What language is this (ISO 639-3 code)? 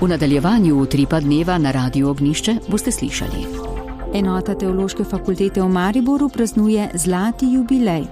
slv